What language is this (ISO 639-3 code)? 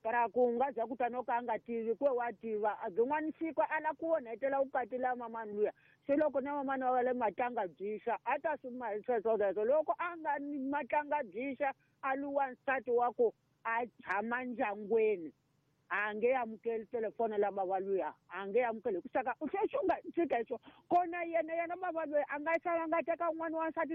tso